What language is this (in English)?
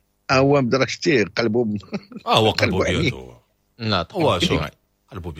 Moroccan Arabic